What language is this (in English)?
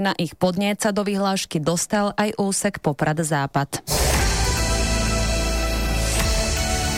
Slovak